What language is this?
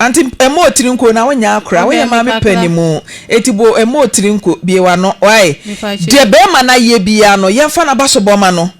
Akan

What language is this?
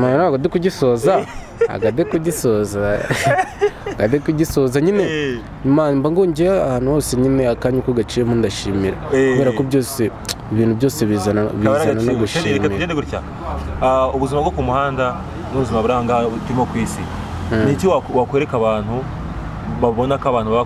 Kinyarwanda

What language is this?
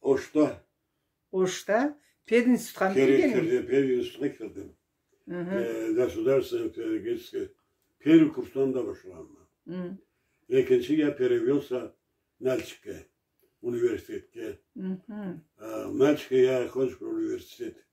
Karachay-Balkar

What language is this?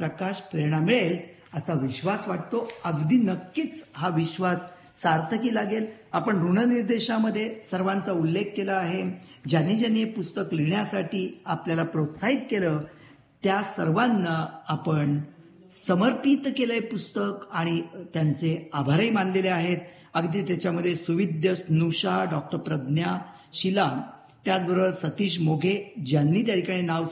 Marathi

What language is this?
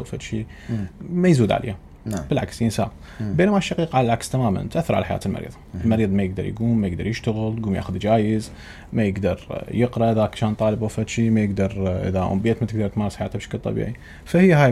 Mesopotamian Arabic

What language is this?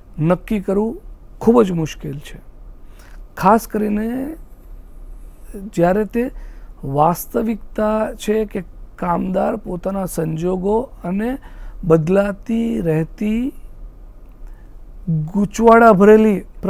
Gujarati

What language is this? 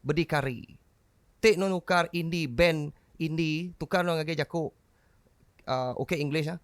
Iban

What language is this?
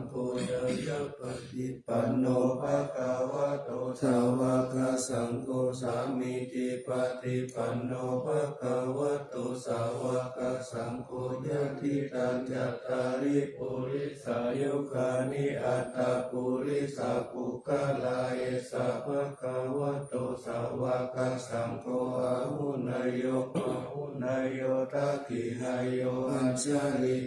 Pali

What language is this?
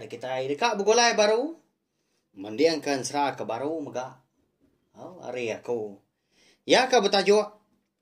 Iban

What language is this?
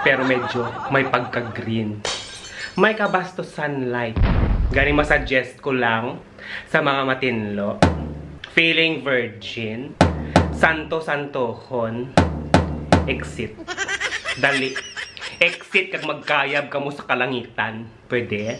Hiligaynon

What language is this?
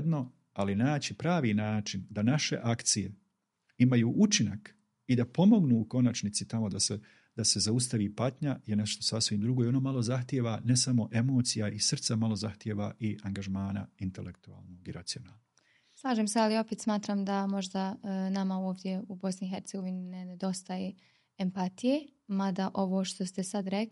Bosnian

